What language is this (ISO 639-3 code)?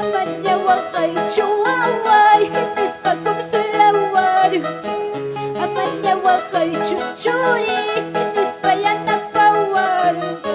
quy